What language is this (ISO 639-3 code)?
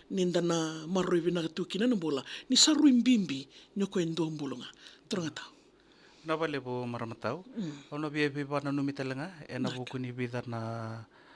fij